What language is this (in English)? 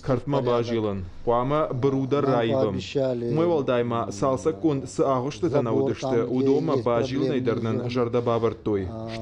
Ossetic